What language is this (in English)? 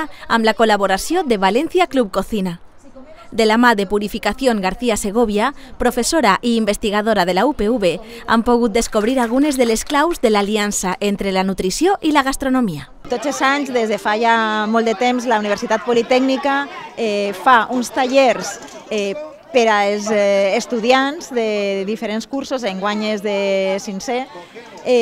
Catalan